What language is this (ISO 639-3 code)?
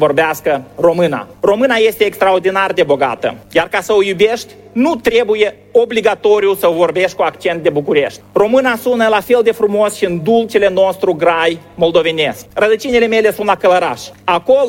ron